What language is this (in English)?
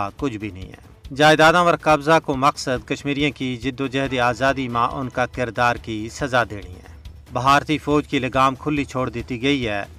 Gujari